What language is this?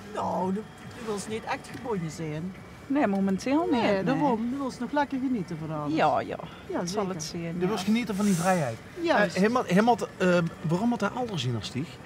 Limburgish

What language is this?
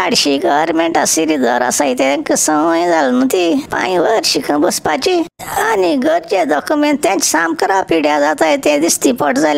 Konkani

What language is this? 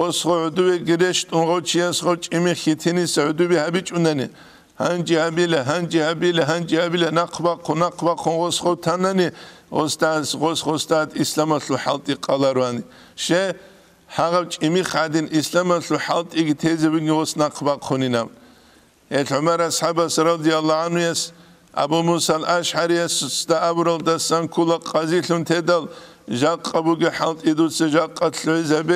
Avaric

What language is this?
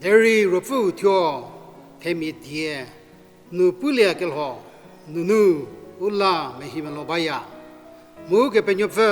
Angami Naga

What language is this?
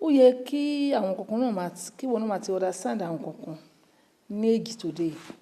Yoruba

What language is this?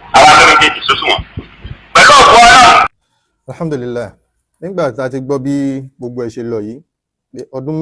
Yoruba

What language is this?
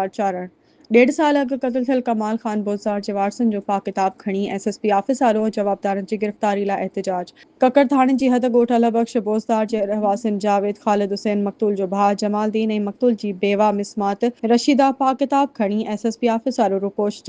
Sindhi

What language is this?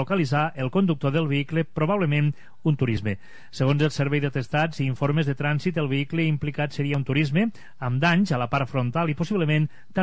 Catalan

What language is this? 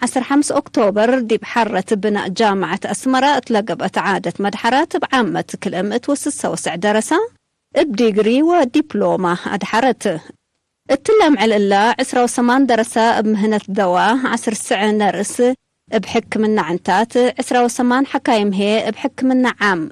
Tigre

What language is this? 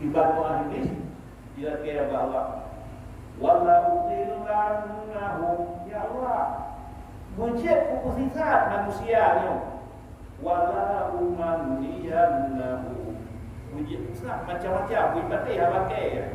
Achinese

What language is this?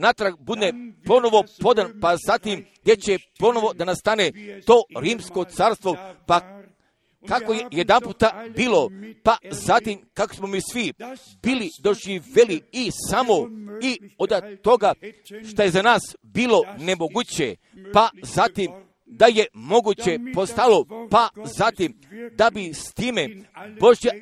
Croatian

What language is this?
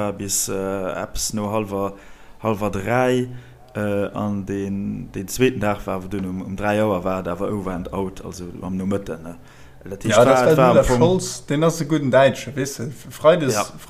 Luxembourgish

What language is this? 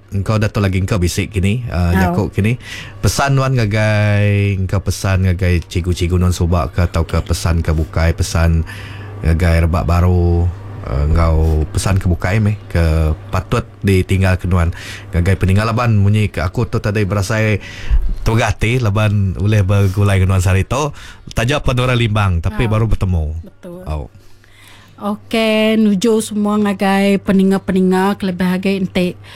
Iban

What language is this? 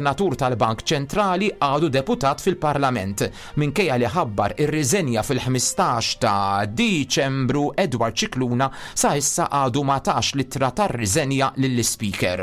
Maltese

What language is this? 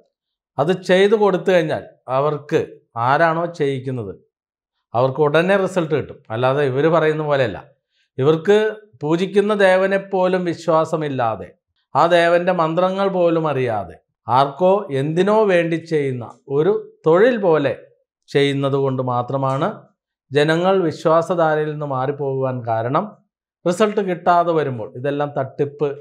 Malayalam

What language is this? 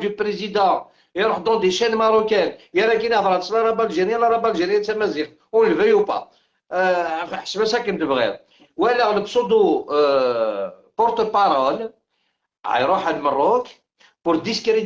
Algerian Arabic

